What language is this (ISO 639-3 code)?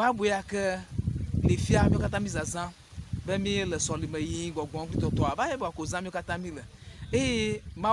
ewe